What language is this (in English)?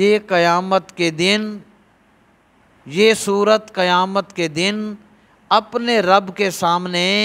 Urdu